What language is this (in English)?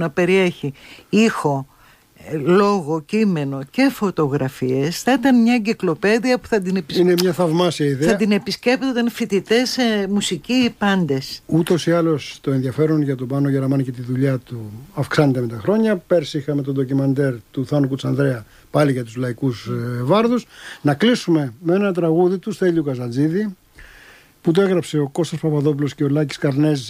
Greek